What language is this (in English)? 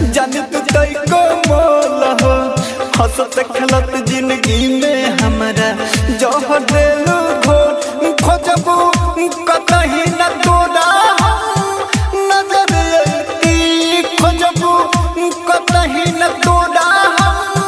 Bhojpuri